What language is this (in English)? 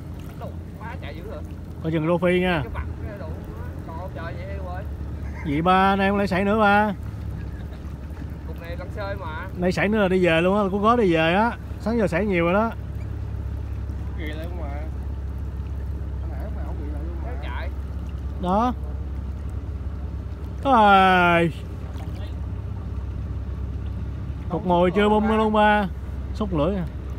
Vietnamese